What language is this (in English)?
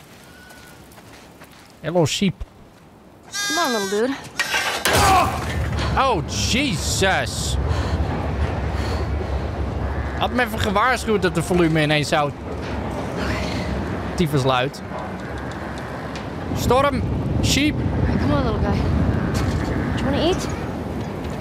Dutch